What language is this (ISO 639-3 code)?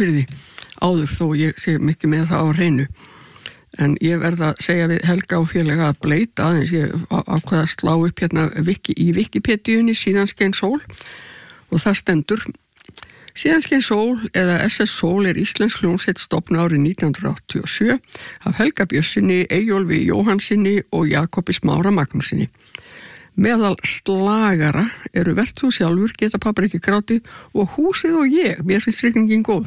isl